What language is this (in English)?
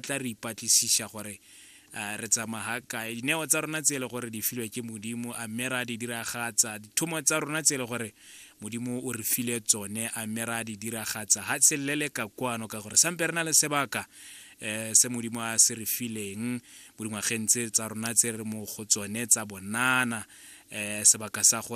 Tswana